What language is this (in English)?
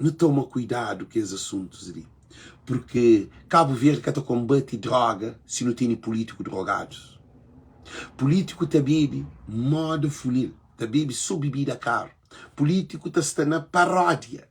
Kabuverdianu